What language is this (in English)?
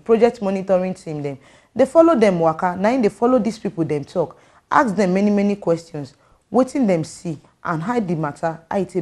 Nigerian Pidgin